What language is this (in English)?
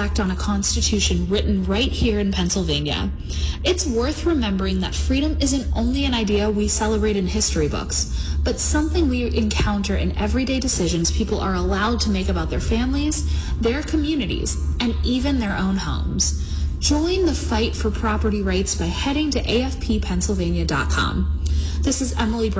English